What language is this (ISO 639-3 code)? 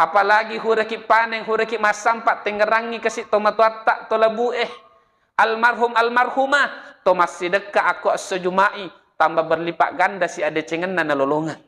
bug